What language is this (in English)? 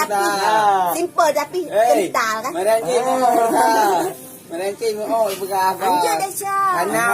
Achinese